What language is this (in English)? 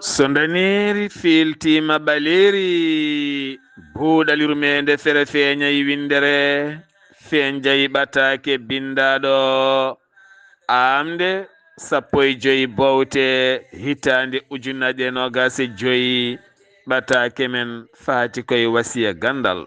Fula